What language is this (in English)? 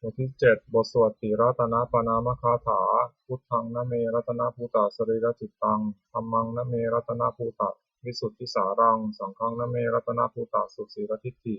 Pali